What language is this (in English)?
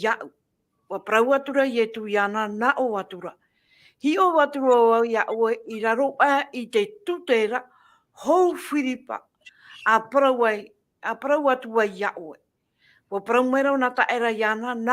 Tahitian